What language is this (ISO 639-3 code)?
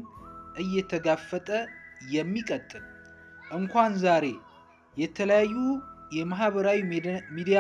amh